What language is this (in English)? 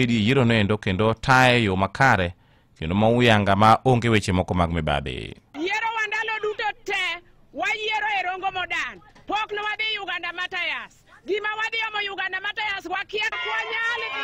Luo (Kenya and Tanzania)